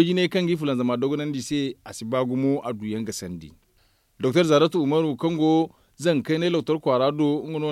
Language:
Zarma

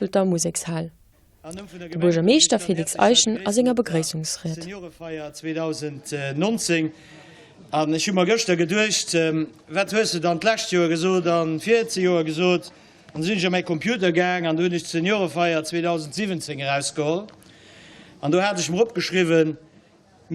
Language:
Luxembourgish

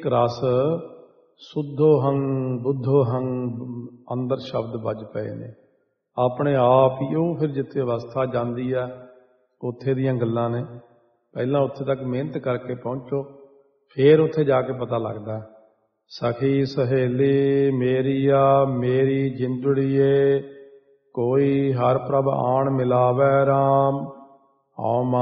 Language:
Punjabi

